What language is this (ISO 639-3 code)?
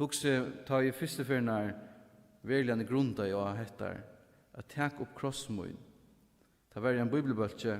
fao